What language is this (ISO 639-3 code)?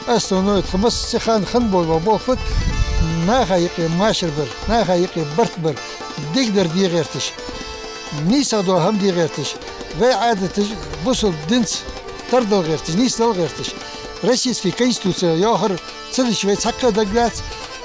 inh